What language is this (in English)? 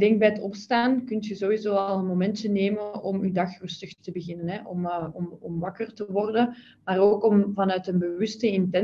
Dutch